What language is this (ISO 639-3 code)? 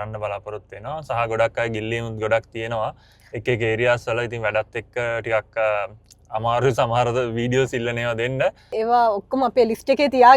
sin